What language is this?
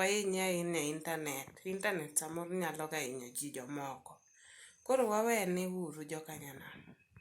Luo (Kenya and Tanzania)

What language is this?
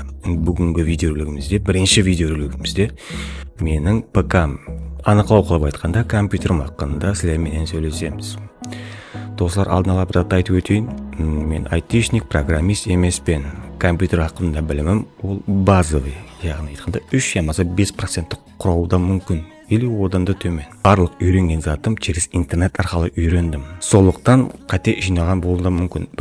Kara-Kalpak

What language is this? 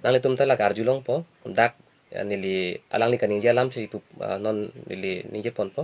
Karbi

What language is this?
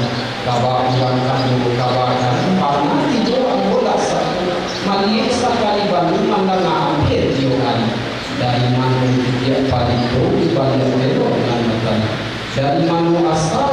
Minangkabau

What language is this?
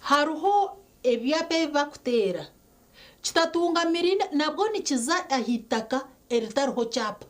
Nyankole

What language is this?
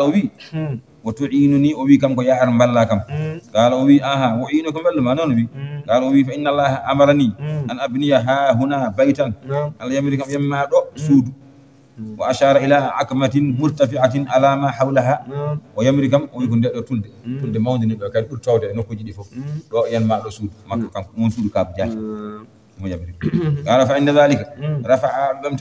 Fula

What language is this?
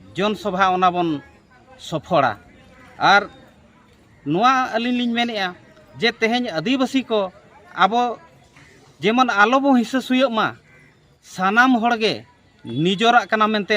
Santali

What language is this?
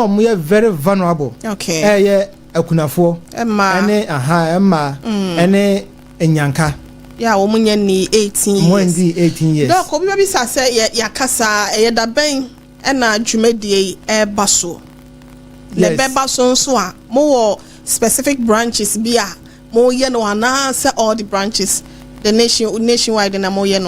Akan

